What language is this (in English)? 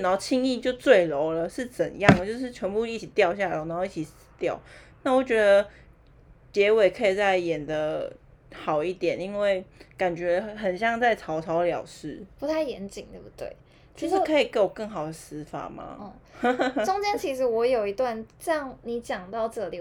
Chinese